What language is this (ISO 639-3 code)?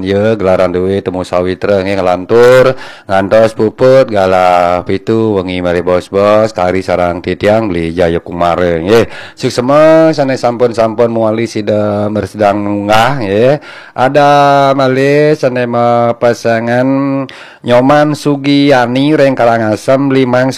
ban